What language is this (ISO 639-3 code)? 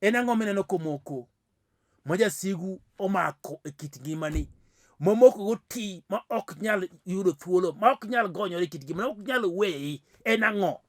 luo